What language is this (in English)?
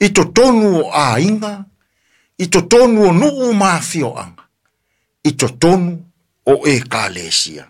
Samoan